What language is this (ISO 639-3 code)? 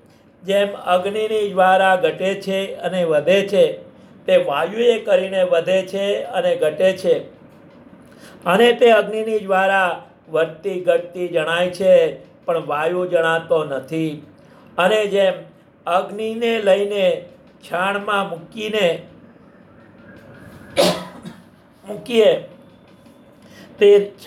guj